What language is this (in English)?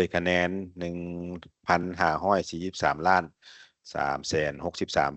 Lao